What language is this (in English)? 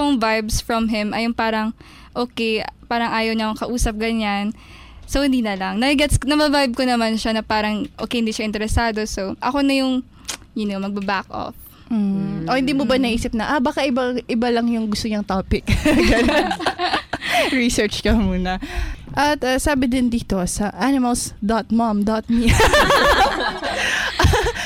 Filipino